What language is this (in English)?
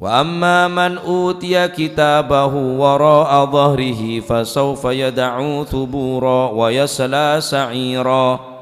Madurese